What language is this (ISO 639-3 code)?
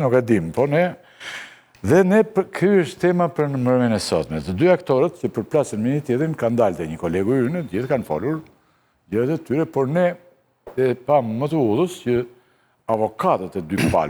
sqi